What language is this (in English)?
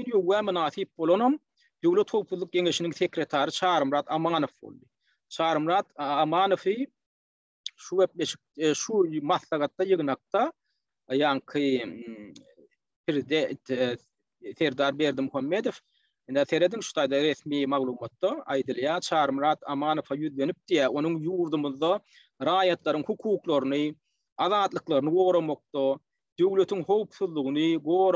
Turkmen